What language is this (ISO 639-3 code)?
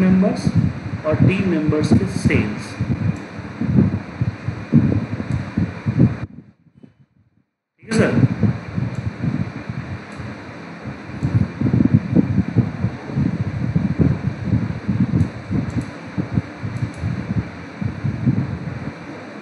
hin